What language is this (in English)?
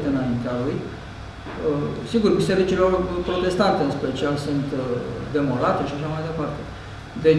Romanian